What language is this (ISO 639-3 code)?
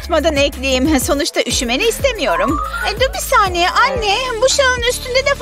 tur